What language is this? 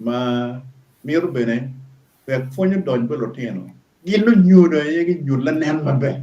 Acoli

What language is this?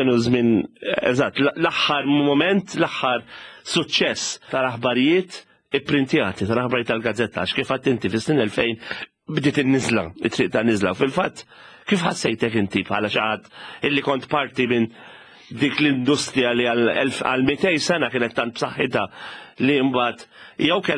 Maltese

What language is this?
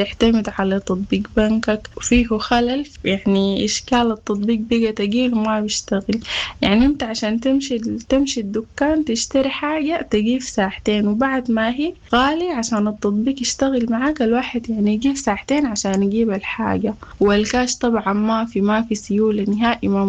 Sudanese Arabic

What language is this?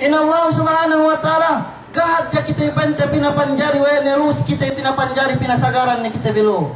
Yakan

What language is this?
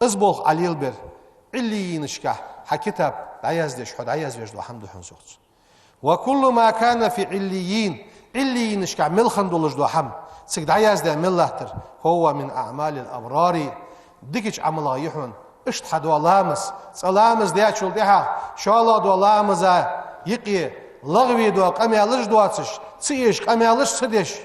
Ingush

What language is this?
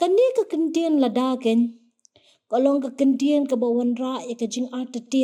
Khasi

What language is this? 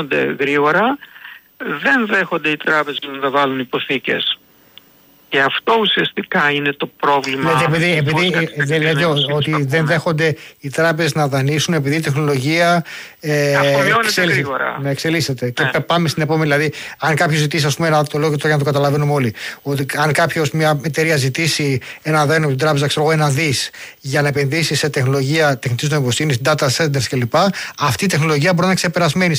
Greek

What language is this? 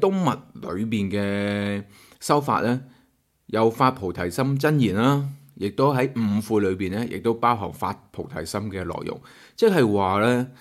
Cantonese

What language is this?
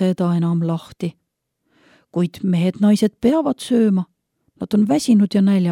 Estonian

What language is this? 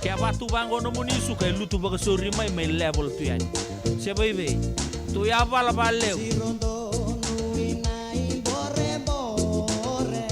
Fijian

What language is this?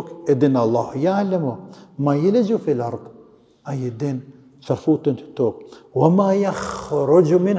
Albanian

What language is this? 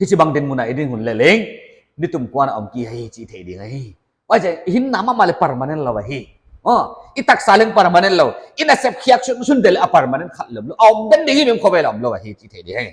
Paite Chin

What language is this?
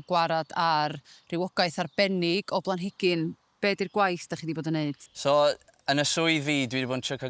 Welsh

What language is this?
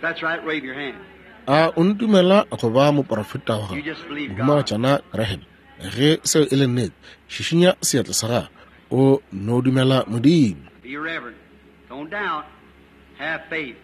Northern Sotho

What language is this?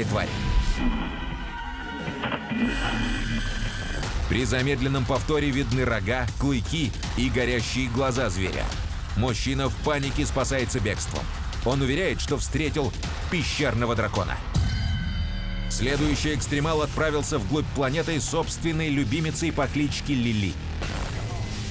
Russian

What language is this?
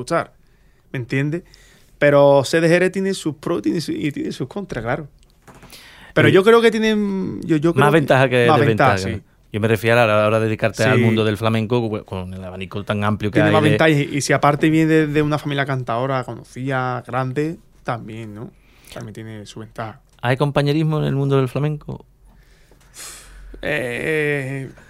Spanish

